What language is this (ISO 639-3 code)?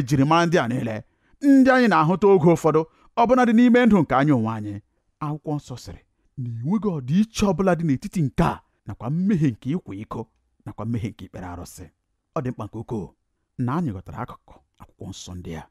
ibo